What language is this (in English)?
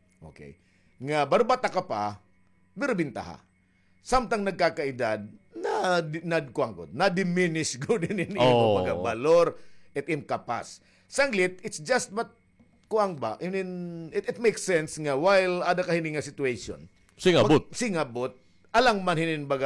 Waray